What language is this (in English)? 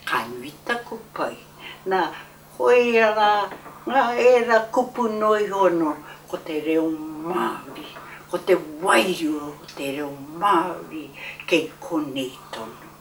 Māori